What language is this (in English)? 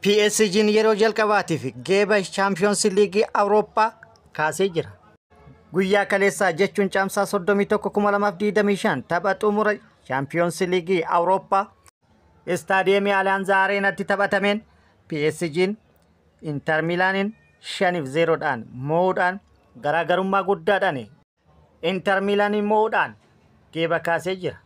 Oromo